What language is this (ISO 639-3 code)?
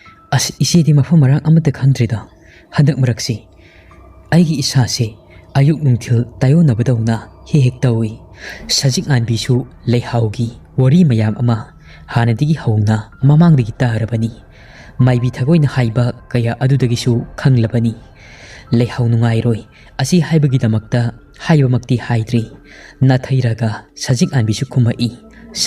mni